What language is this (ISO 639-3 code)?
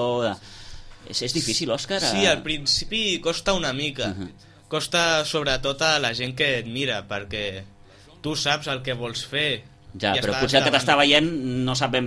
cat